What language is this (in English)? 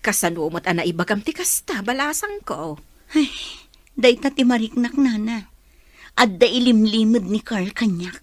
Iloko